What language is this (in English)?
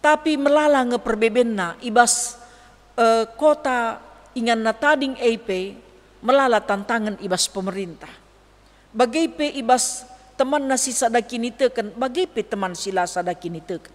Batak Karo